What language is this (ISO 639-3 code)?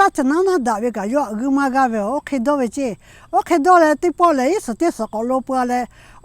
lhu